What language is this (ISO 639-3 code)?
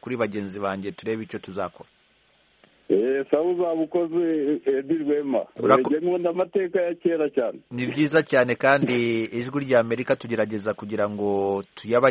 kin